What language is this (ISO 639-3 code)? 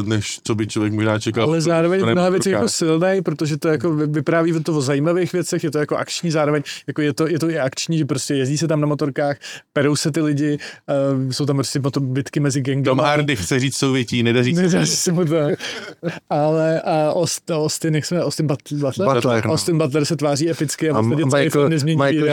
ces